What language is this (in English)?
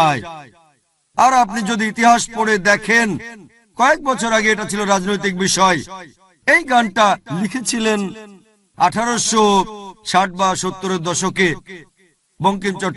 Bangla